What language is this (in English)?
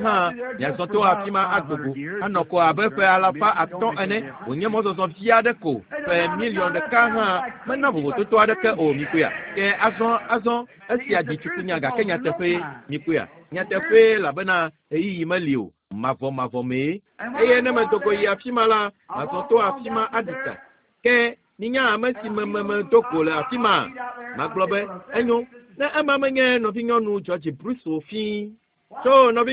Ewe